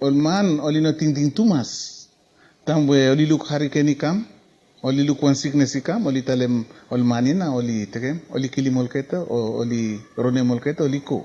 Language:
Bislama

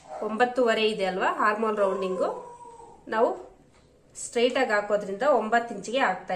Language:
Kannada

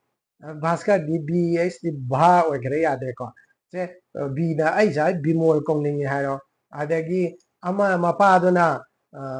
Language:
Manipuri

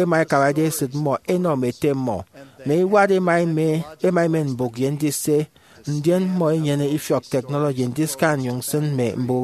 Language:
Efik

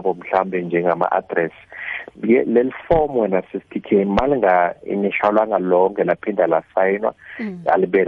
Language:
South Ndebele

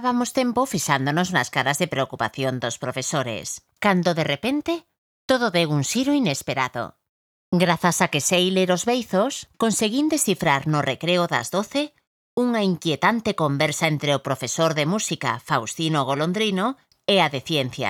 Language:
Galician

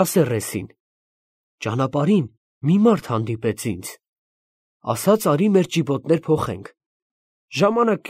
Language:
Armenian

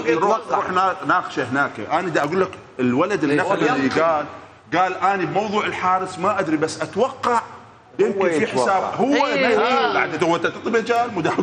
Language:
Mesopotamian Arabic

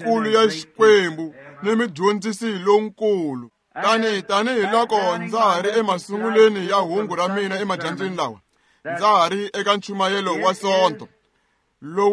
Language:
Tsonga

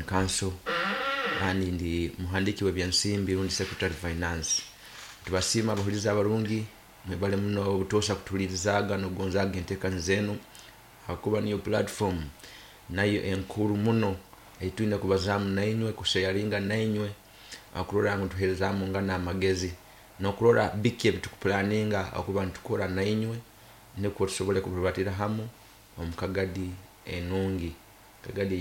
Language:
Nyoro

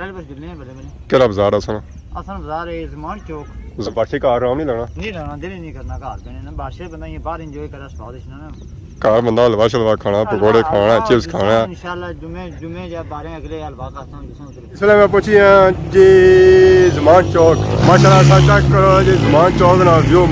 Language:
Pahari-Potwari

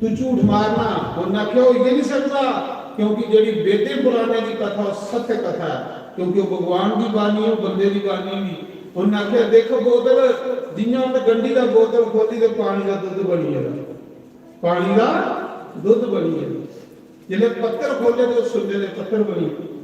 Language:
Dogri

